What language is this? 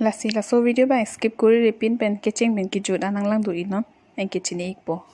Karbi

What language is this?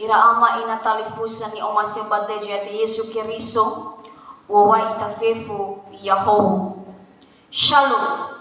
Nias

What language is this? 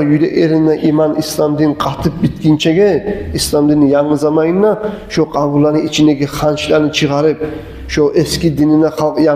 Kumyk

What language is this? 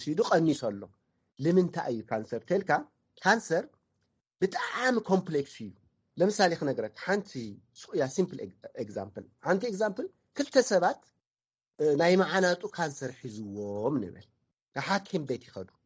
Tigrinya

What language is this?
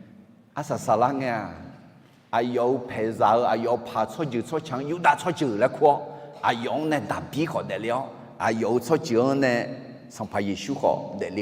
Akha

